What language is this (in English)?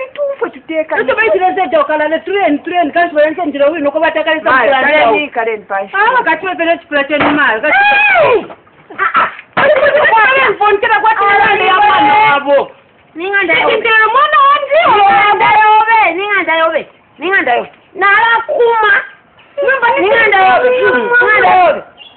Bemba